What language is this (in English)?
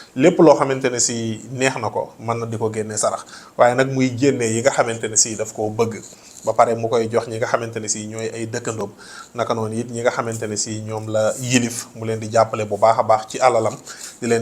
Wolof